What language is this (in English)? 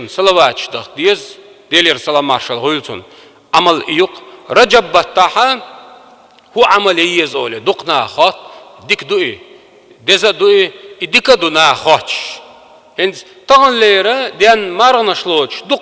Chechen